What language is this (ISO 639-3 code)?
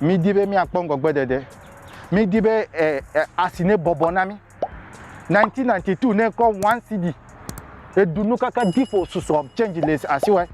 ewe